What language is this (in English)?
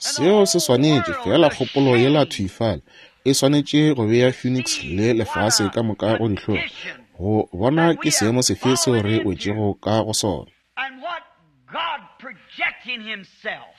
Northern Sotho